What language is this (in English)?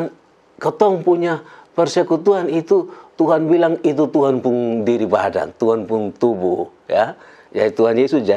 Kupang Malay